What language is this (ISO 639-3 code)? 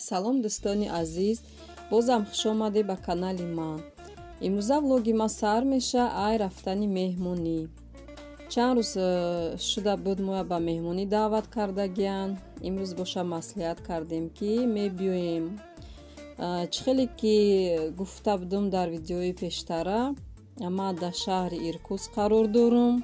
tgk